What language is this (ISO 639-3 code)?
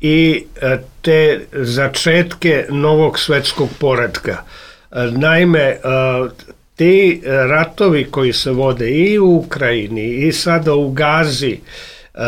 srp